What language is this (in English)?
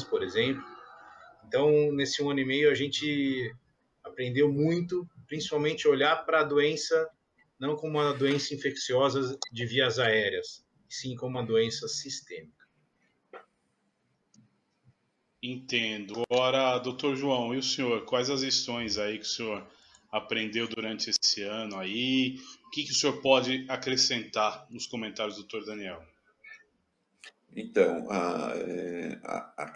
Portuguese